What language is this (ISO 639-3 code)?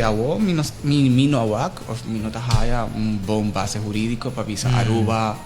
pap